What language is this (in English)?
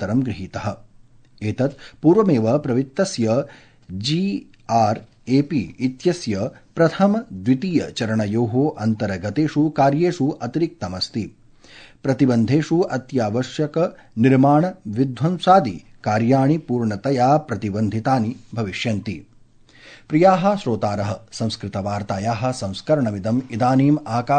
Sanskrit